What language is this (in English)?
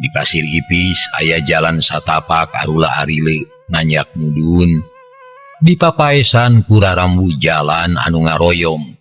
Sundanese